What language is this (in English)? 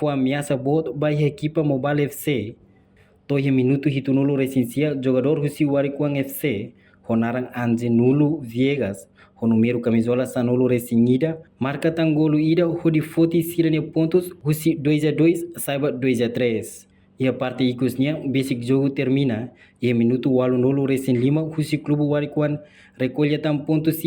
Tetum